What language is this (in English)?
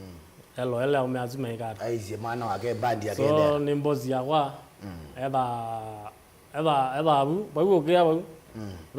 Kamba